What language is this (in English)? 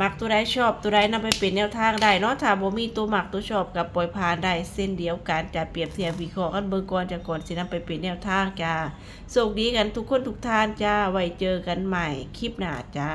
Northeastern Thai